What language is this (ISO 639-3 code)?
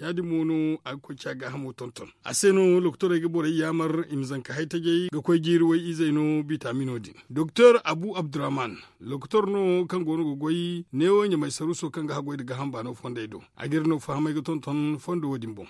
dje